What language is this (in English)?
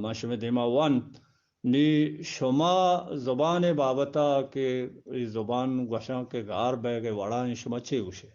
Eastern Balochi